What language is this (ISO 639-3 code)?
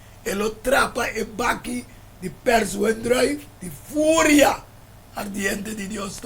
pap